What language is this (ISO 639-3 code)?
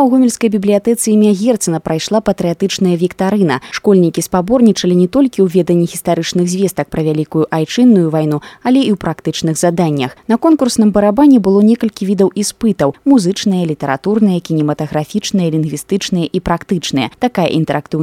bel